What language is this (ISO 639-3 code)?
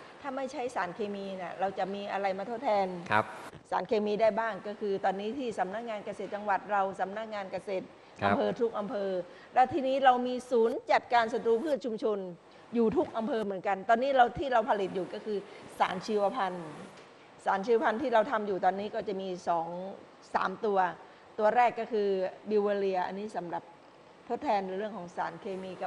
tha